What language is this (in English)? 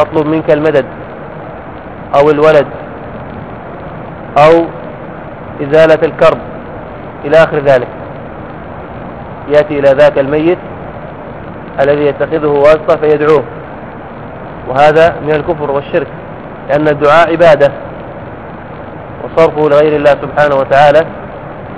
Arabic